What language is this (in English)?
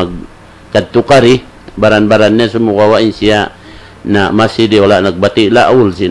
Tausug